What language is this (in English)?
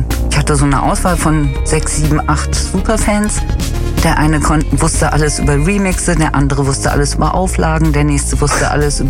German